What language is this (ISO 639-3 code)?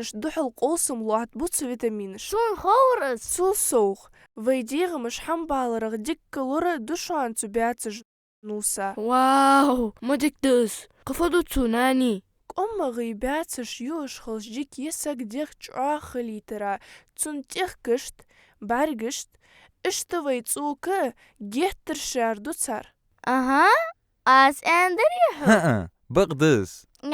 inh